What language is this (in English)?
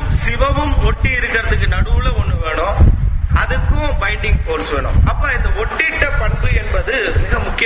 Tamil